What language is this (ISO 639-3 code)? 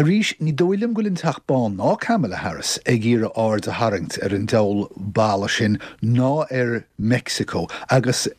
gle